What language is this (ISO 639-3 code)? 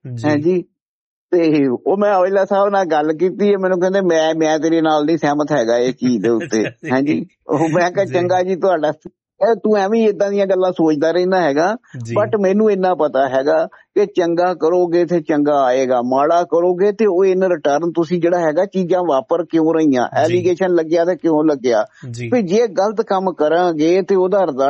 pan